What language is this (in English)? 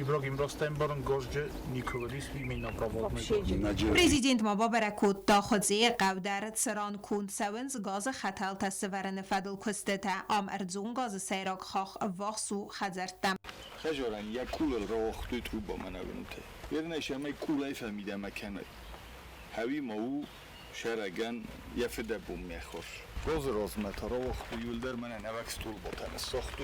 Ossetic